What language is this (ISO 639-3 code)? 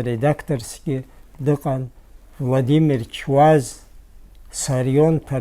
abk